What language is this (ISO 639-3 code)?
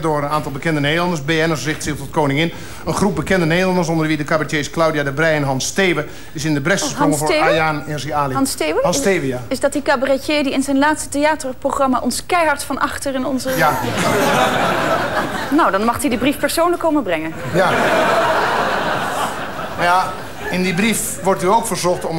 nld